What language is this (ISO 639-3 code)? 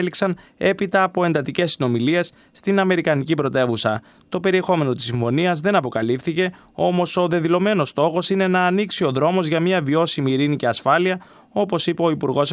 ell